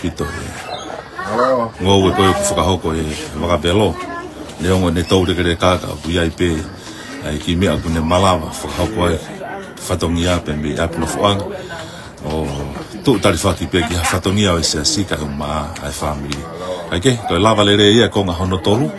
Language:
Tongan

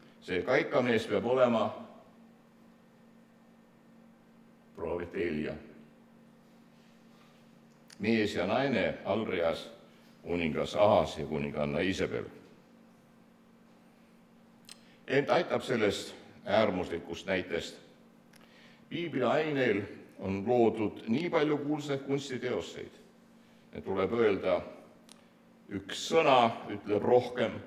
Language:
Estonian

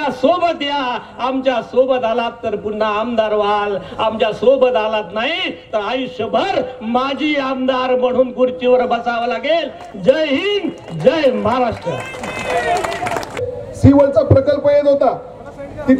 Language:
Marathi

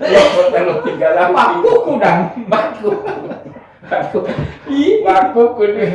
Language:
Gorontalo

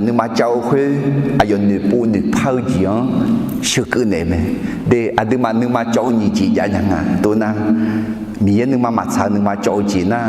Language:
Akha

